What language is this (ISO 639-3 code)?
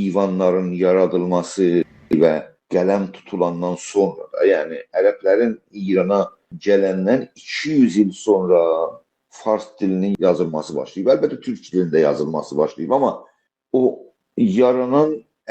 azb